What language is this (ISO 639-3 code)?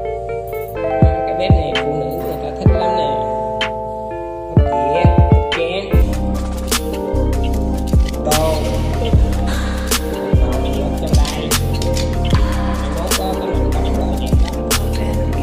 vie